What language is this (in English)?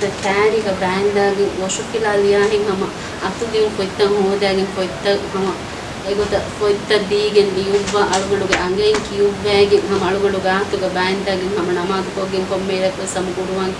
Divehi